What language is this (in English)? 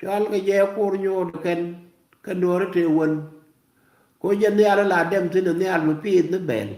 Nuer